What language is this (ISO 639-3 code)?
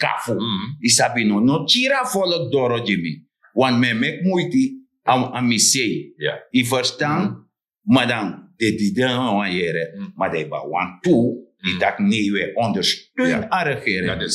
srn